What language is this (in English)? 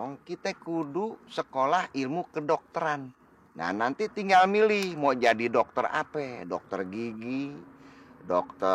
Betawi